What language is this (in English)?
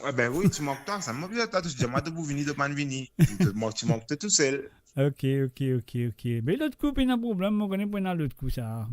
Morisyen